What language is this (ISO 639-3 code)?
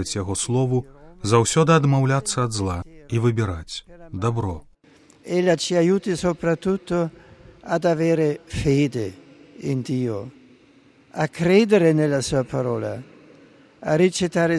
bel